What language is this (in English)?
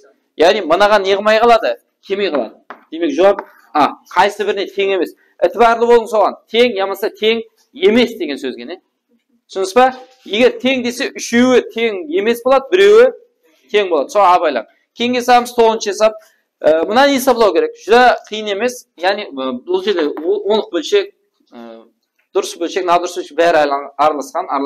Kara-Kalpak